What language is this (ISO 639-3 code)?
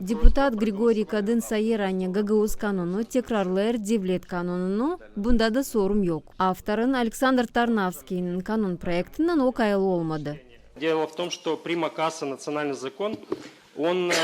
gag